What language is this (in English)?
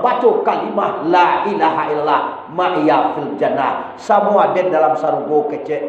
Minangkabau